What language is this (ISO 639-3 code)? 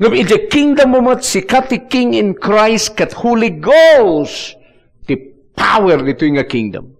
ilo